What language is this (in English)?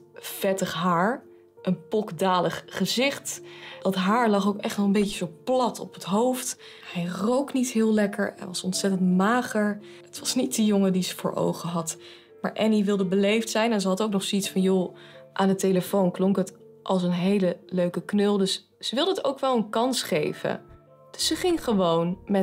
Dutch